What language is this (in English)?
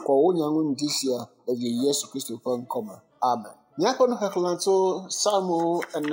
Ewe